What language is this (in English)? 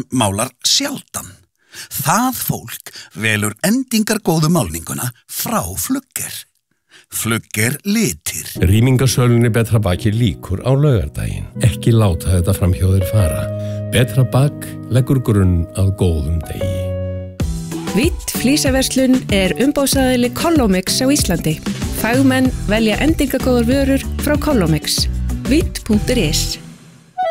Icelandic